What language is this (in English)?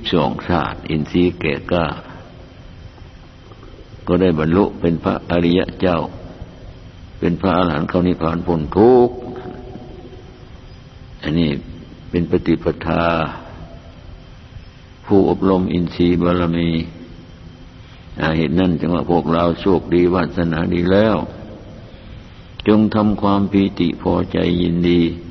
Thai